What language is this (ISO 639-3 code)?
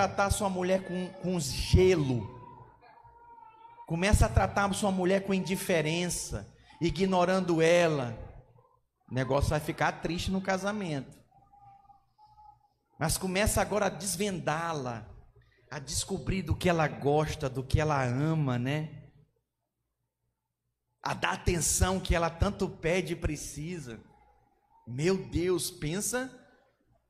por